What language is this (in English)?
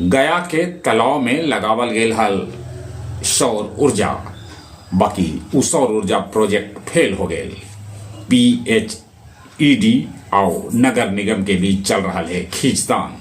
Magahi